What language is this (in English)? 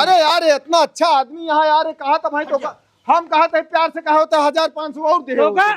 Awadhi